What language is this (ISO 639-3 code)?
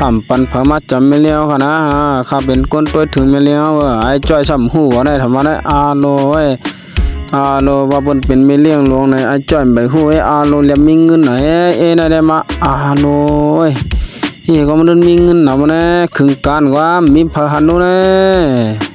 shn